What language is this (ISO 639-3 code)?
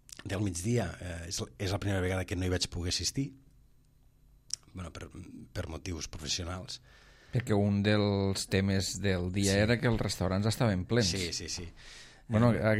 cat